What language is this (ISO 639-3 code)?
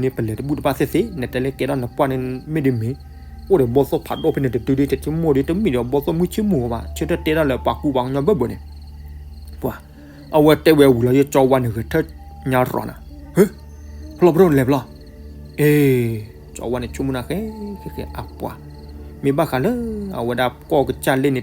ksw